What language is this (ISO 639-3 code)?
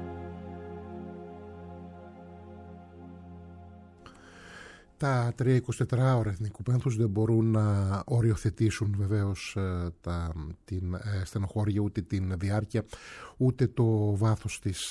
ell